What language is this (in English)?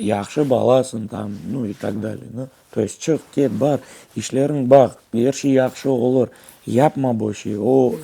Crimean Tatar